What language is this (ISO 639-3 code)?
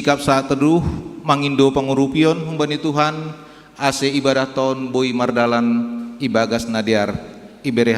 bts